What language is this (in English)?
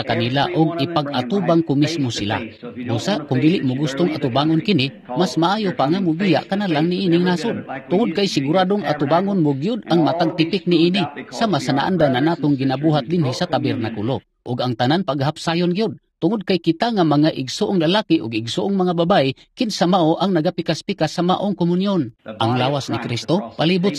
Cebuano